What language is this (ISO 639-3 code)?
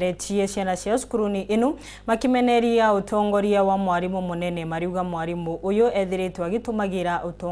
mer